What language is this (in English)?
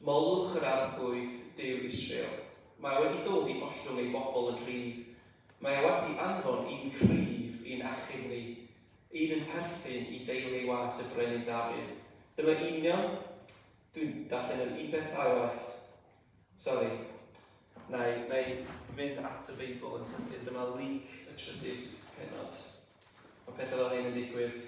Welsh